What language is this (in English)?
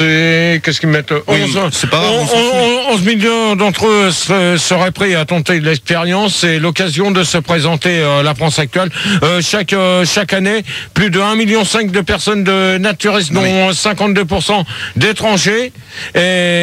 French